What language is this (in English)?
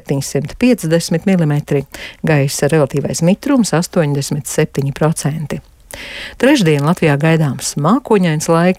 Latvian